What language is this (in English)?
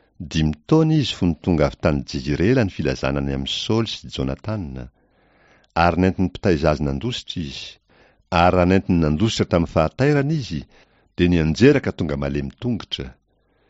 Malagasy